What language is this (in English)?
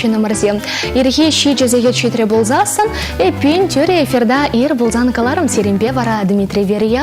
Chuvash